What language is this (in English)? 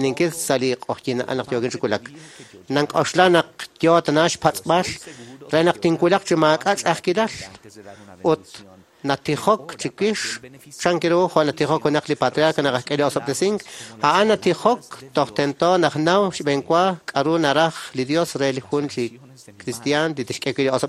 Kekchí